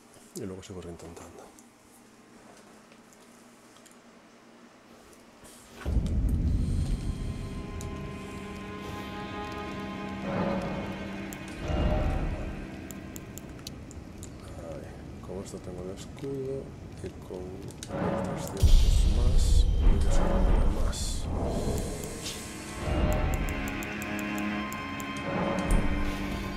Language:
Spanish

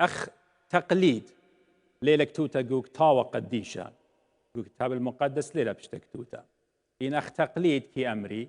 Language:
Assyrian Neo-Aramaic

